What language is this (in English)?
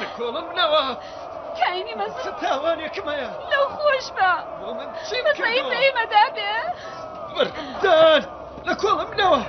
Central Kurdish